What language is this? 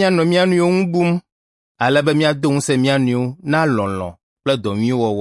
Ewe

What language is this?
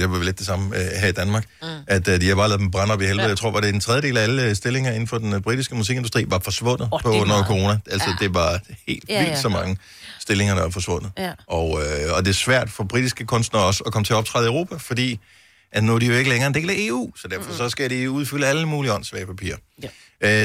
Danish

